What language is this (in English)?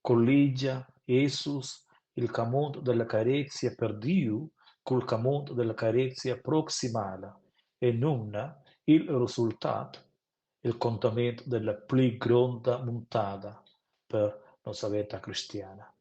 Romansh